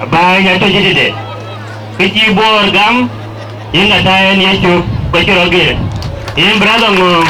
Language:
Dinka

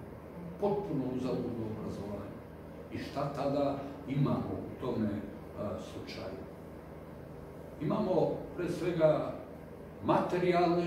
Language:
Serbian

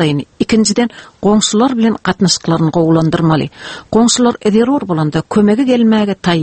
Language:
Turkmen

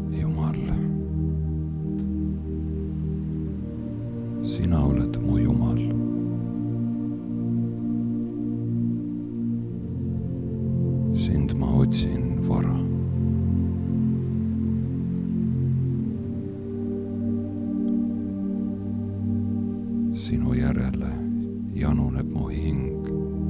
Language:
Estonian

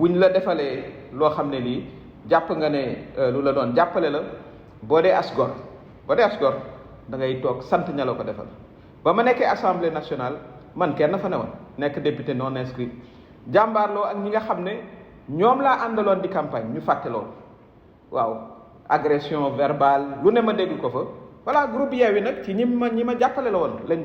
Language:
Wolof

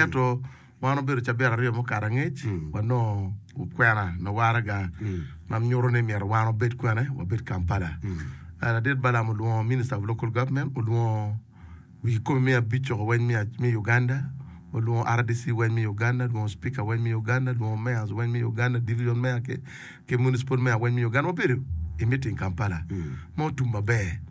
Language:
Acoli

